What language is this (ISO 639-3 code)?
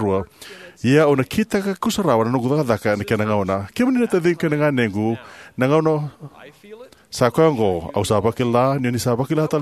fij